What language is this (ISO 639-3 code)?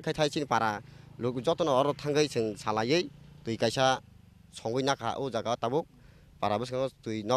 trp